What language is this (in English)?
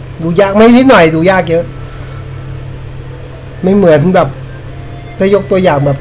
Thai